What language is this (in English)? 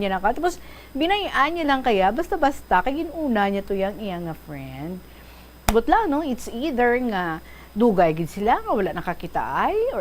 Hiligaynon